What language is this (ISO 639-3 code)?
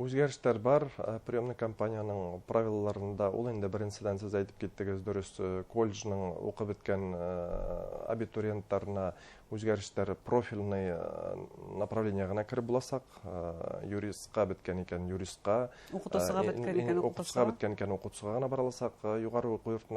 bak